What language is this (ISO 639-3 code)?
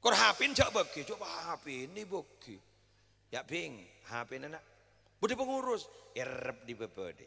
mad